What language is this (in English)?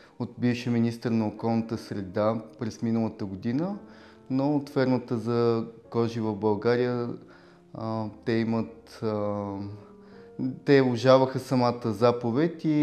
Bulgarian